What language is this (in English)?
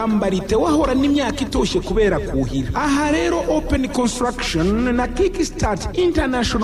Kinyarwanda